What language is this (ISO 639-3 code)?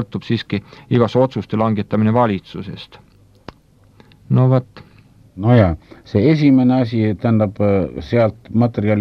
est